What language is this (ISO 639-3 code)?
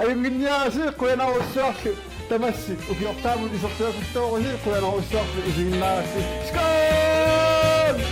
kal